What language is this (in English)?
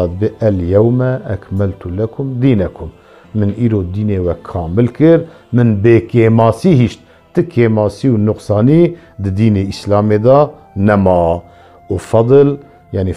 Kurdish